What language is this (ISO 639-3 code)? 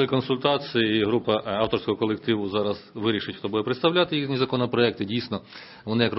ukr